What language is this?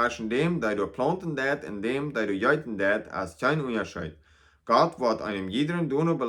Plautdietsch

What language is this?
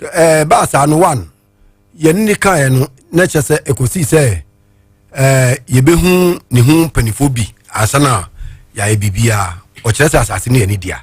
Akan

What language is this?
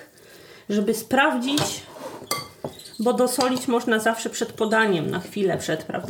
Polish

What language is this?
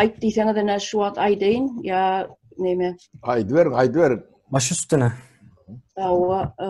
Turkmen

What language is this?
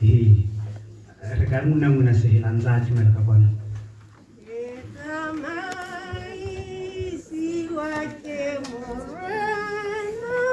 Tswana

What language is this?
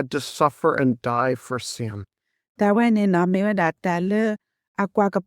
S'gaw Karen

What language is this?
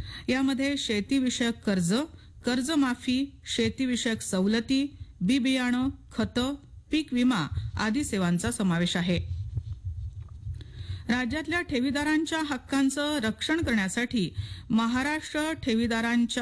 Marathi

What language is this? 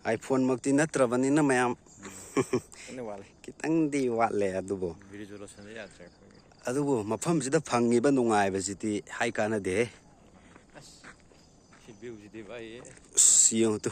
Manipuri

